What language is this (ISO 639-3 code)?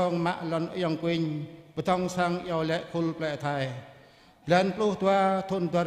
jra